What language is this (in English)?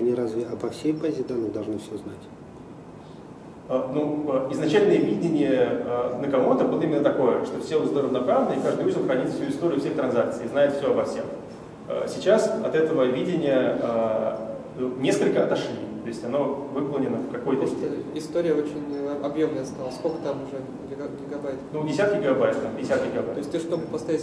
Russian